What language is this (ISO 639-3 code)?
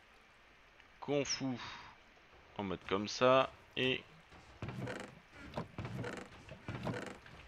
fra